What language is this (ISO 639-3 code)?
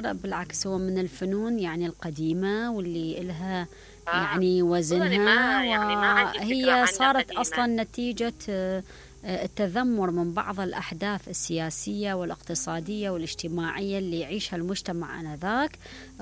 acm